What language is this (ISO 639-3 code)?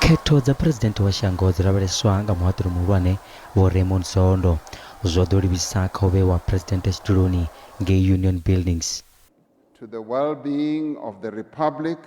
ven